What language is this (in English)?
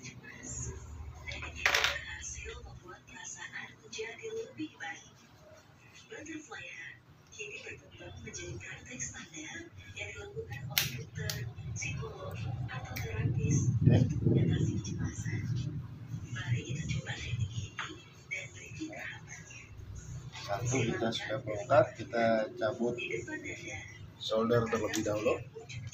Indonesian